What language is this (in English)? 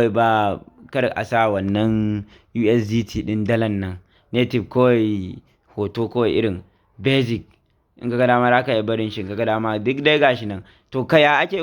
Hausa